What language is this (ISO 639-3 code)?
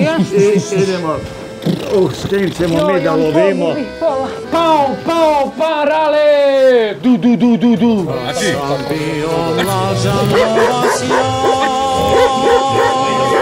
srp